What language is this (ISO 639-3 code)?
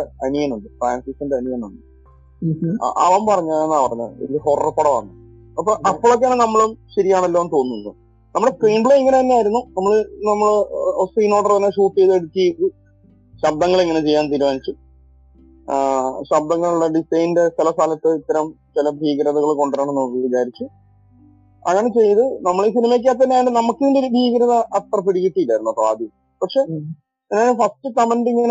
mal